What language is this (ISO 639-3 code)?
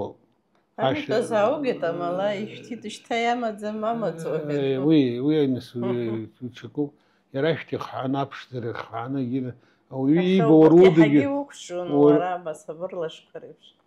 abk